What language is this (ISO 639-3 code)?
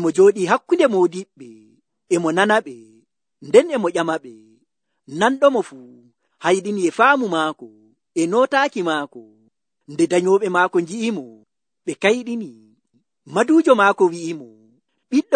fuv